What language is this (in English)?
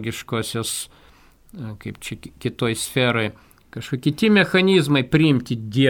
Lithuanian